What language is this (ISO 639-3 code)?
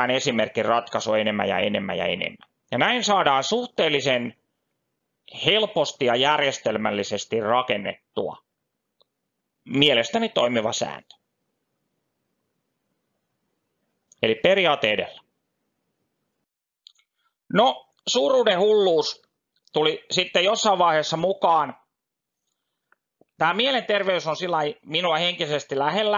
fin